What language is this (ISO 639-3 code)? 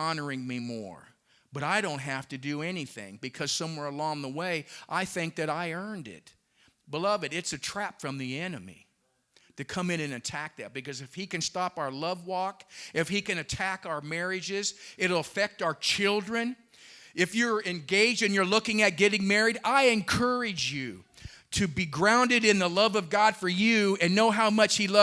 eng